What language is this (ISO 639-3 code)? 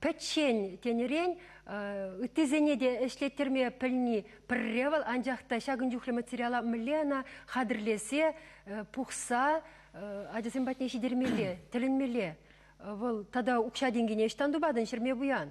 chv